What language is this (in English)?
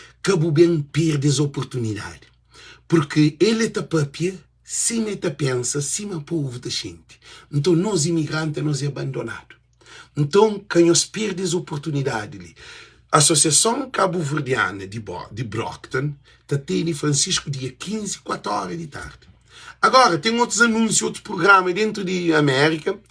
Kabuverdianu